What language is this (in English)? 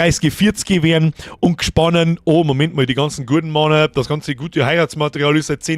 Bavarian